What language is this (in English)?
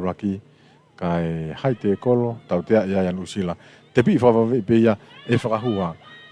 Tongan